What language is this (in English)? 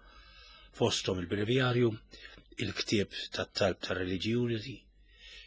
Maltese